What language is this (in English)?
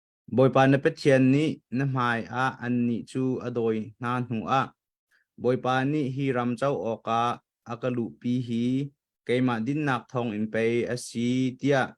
Hakha Chin